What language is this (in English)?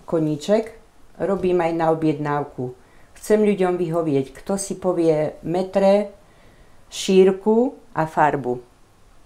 Slovak